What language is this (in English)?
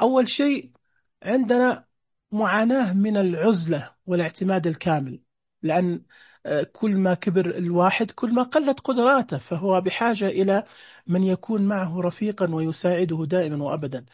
Najdi Arabic